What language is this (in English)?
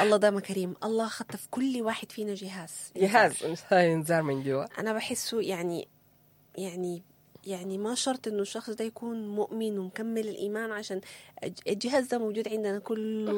Sudanese Arabic